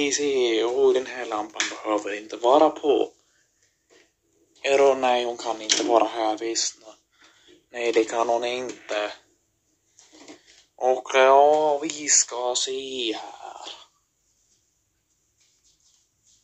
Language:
Swedish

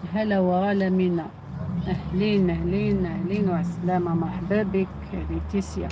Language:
Algerian Arabic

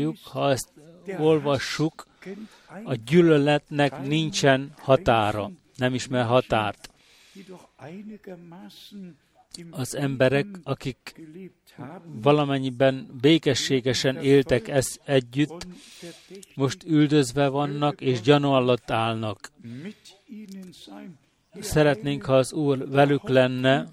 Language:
Hungarian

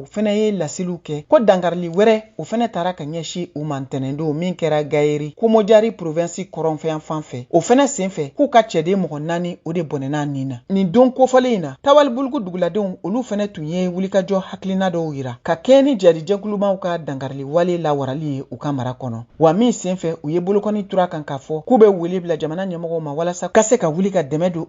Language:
Bambara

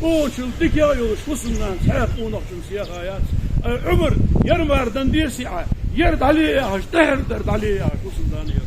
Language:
Ingush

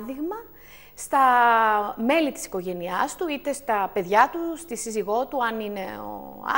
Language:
Greek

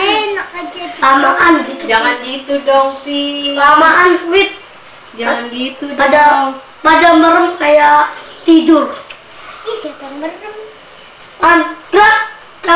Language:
Indonesian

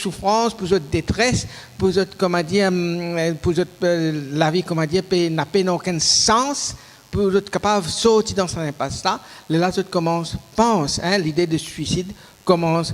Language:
Morisyen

